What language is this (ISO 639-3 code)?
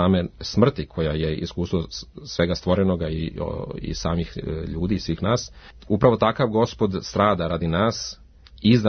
srp